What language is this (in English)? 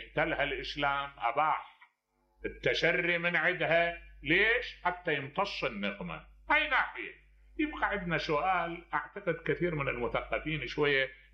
Mesopotamian Arabic